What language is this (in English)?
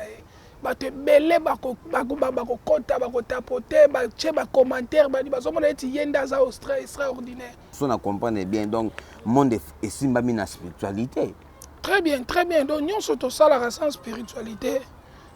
Lingala